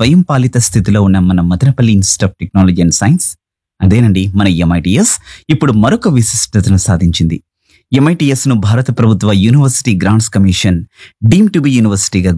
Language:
Telugu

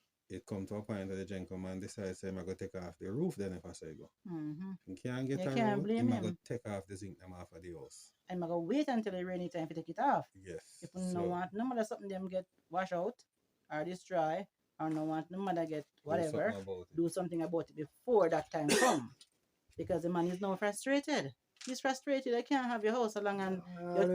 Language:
Jamaican Creole English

